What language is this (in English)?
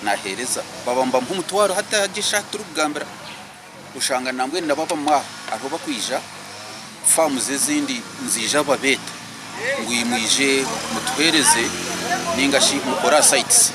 Nyankole